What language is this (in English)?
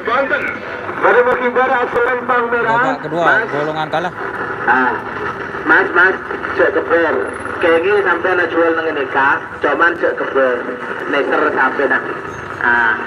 Madurese